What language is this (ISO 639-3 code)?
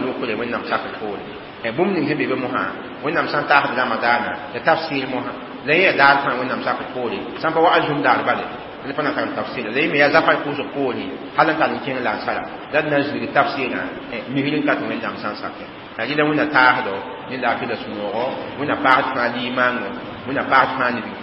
mos